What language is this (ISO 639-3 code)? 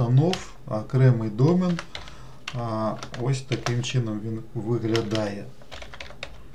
ukr